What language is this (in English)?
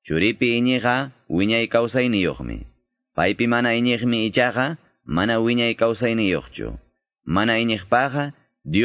Quechua